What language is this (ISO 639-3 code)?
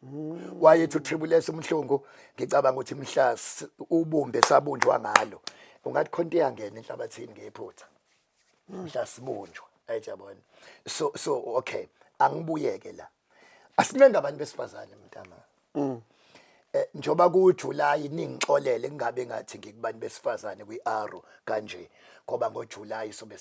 zul